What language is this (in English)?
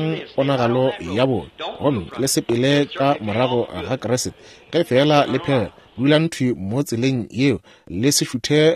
Northern Sotho